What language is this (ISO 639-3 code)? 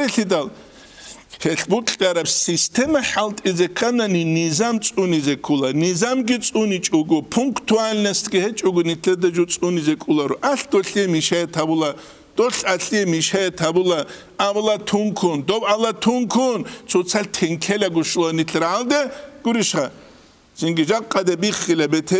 ava